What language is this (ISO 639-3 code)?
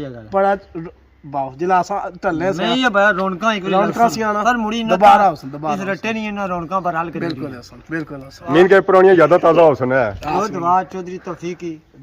phr